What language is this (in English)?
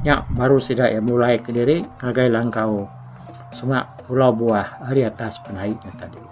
Iban